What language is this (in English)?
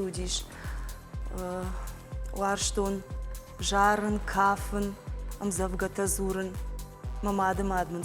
Ossetic